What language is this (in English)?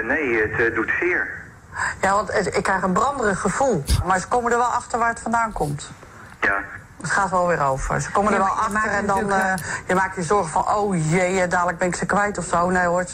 Dutch